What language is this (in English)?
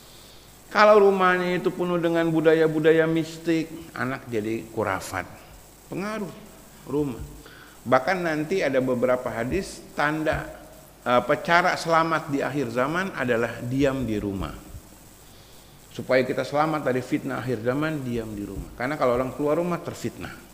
Indonesian